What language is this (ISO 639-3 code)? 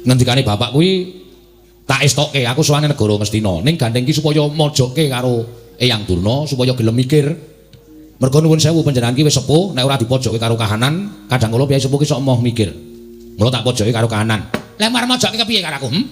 jav